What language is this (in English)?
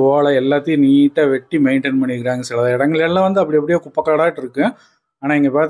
Tamil